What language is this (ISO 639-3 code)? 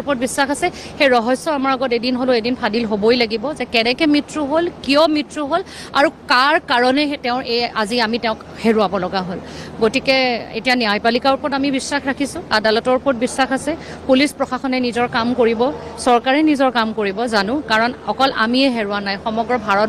asm